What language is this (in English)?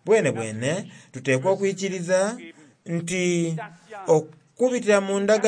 Soga